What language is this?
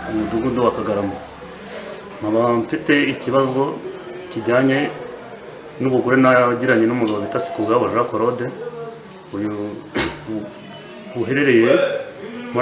Kinyarwanda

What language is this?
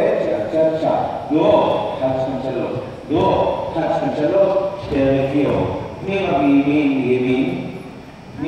Hebrew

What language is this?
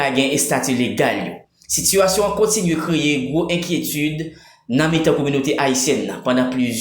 Haitian Creole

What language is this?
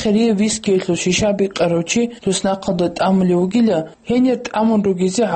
Avaric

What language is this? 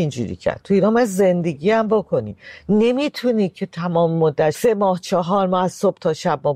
Persian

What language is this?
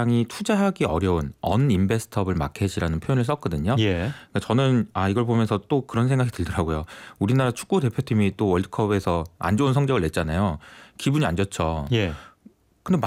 Korean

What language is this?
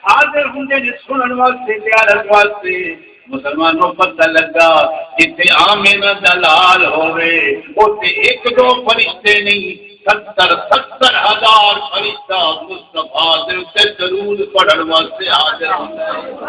Saraiki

